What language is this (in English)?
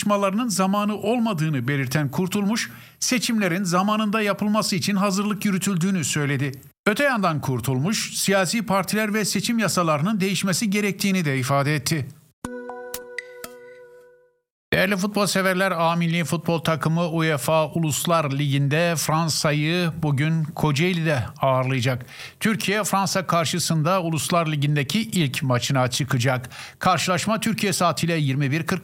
Turkish